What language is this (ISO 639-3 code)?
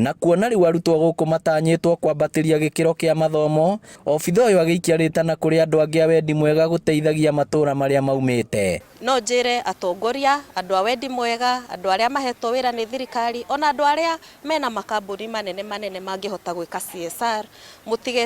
kik